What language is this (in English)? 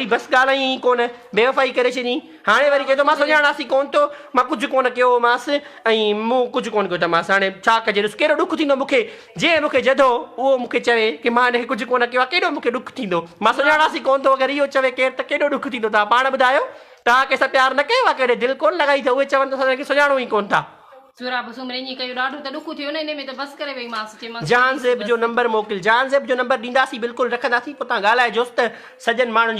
Sindhi